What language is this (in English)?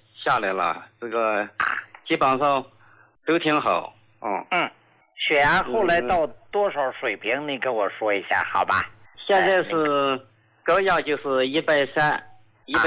Chinese